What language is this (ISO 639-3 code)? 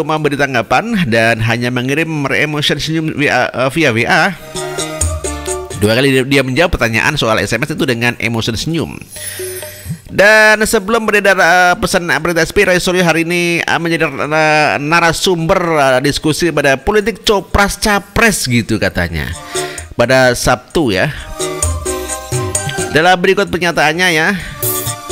ind